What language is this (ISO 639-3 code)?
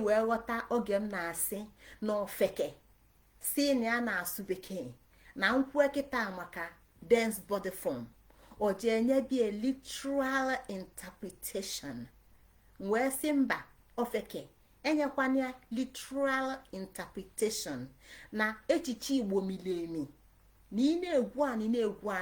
ibo